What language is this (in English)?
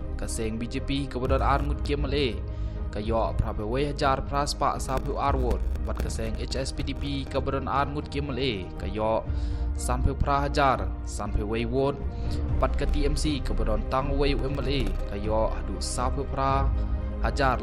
Khasi